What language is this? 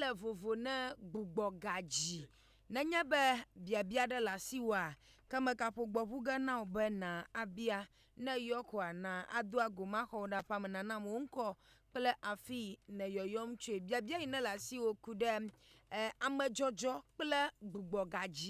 Ewe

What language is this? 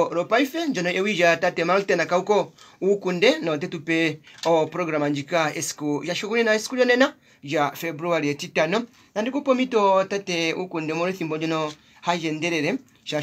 Kuanyama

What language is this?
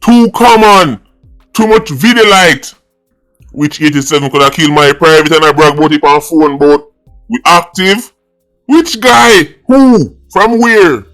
Jamaican Creole English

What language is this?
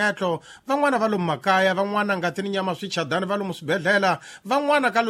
Tsonga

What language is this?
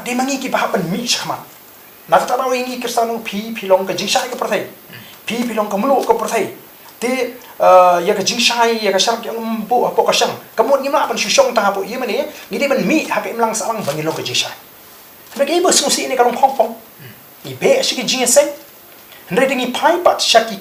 Khasi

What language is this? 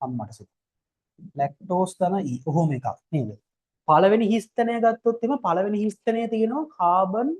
Sinhala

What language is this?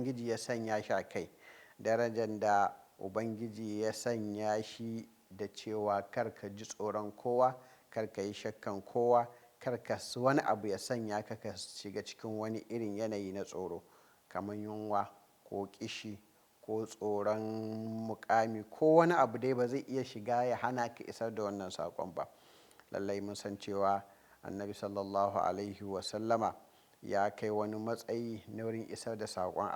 Hausa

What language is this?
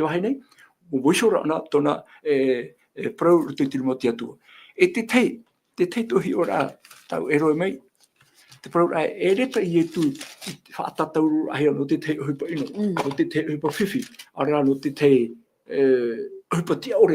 Tahitian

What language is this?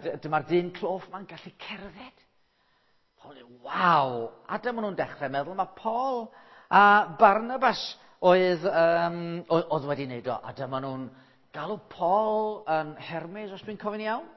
Welsh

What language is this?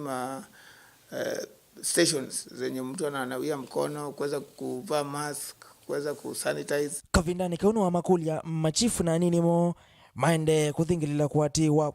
Kamba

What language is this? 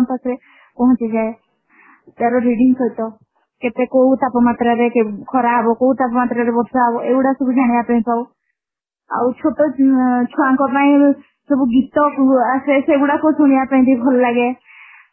Odia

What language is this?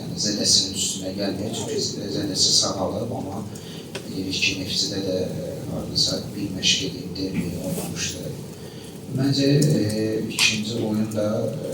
Azerbaijani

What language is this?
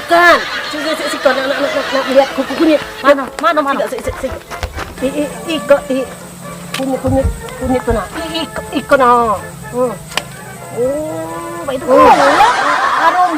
Musi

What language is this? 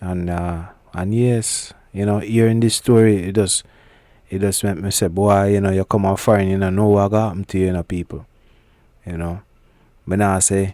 Jamaican Creole English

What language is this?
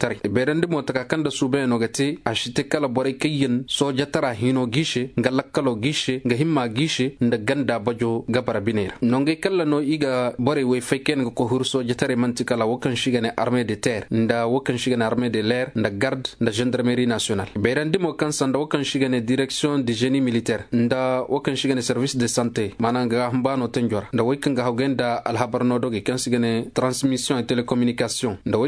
Koyraboro Senni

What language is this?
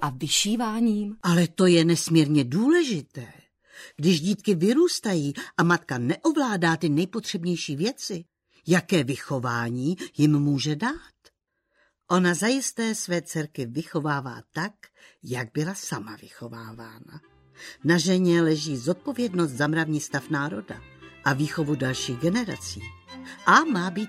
Czech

